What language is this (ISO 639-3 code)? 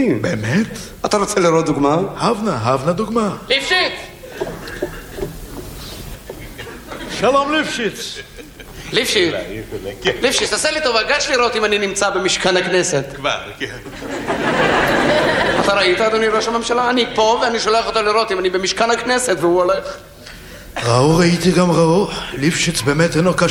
heb